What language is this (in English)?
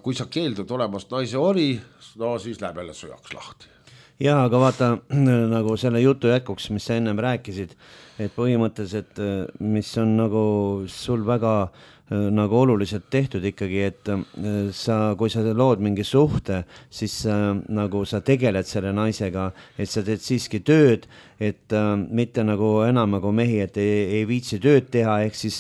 Estonian